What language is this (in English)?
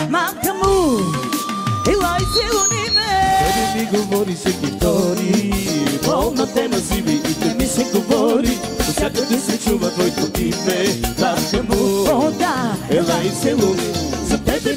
Bulgarian